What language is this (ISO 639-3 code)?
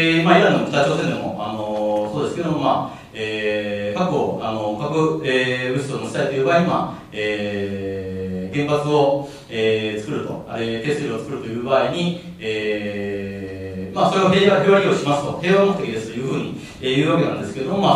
jpn